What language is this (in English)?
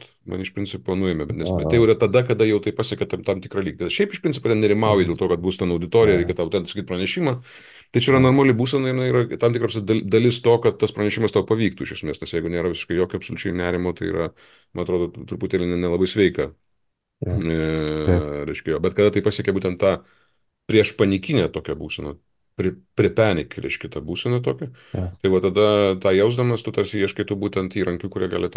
Lithuanian